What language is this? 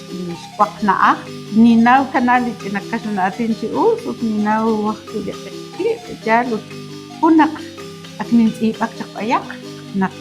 Kekchí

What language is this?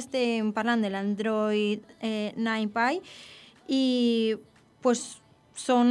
Catalan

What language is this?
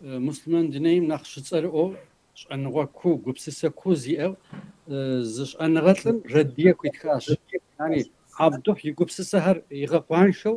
Kabardian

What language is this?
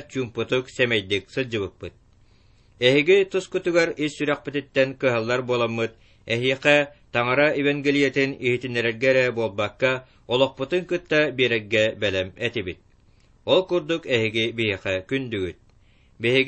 Yakut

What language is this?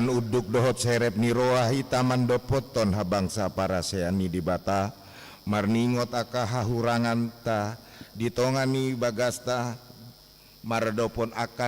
Batak Toba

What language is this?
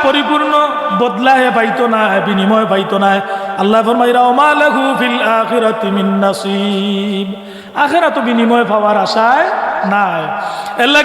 Sylheti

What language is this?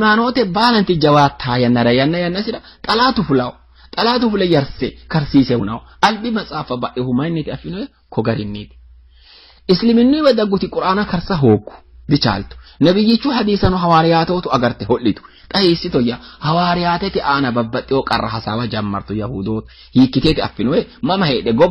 Sidamo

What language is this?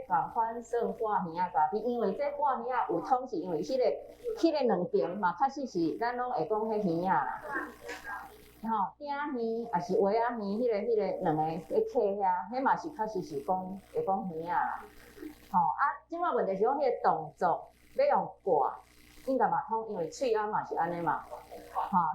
Min Nan Chinese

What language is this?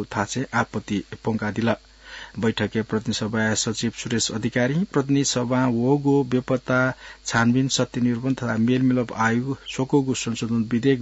Newari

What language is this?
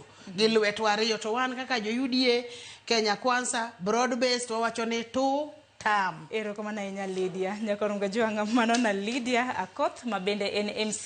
Luo (Kenya and Tanzania)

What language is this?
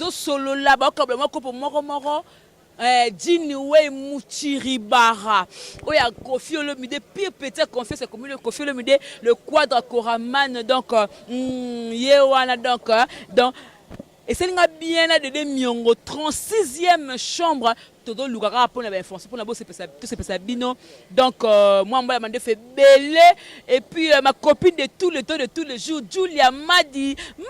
Lingala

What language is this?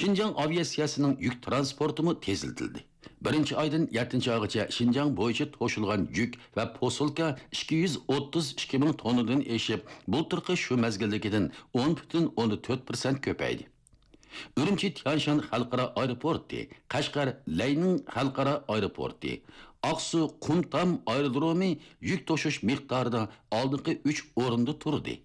Uyghur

